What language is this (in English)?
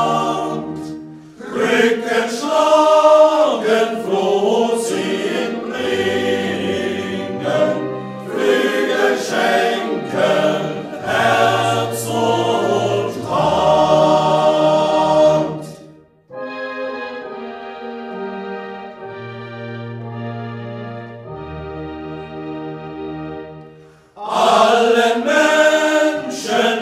German